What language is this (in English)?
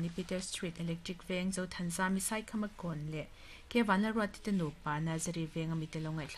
Mizo